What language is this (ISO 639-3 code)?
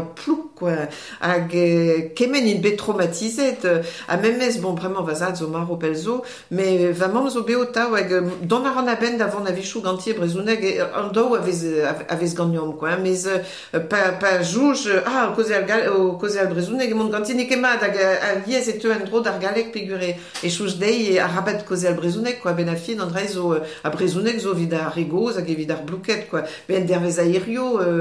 bre